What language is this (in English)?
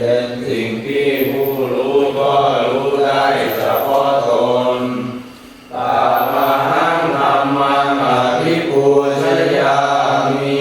Pali